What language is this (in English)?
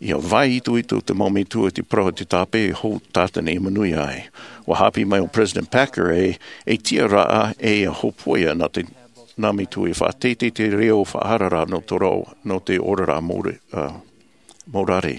Tahitian